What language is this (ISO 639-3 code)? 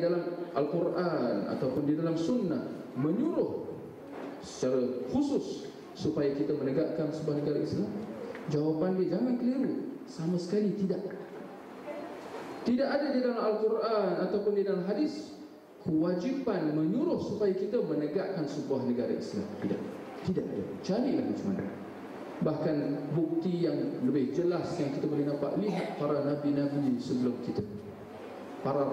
msa